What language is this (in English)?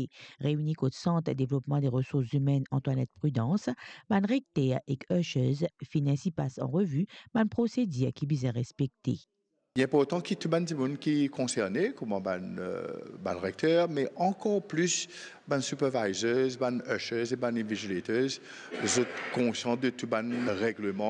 Morisyen